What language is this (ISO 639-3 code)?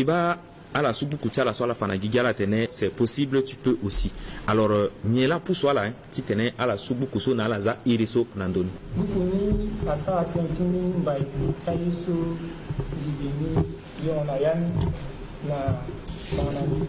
sag